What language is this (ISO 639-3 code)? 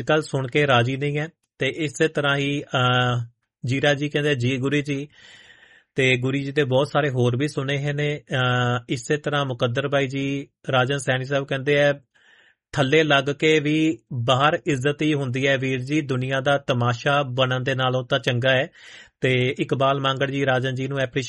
pan